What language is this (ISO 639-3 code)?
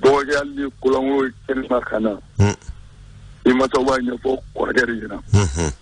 bam